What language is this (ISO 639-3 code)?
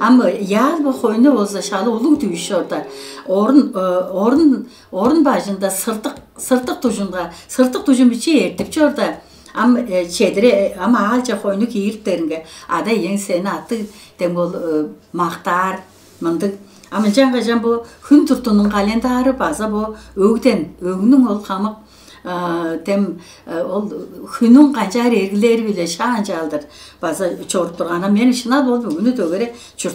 tyv